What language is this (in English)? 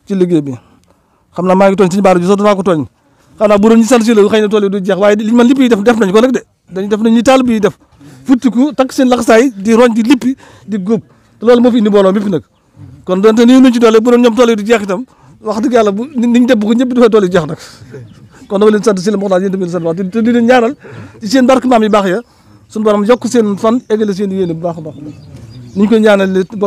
Wolof